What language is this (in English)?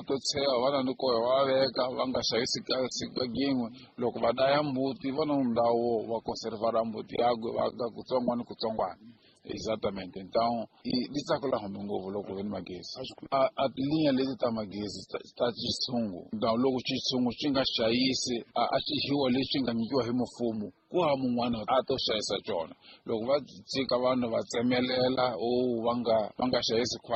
Tsonga